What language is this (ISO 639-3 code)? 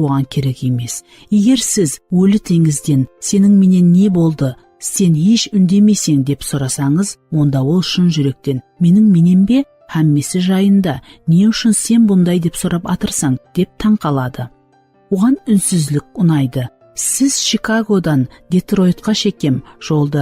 kaa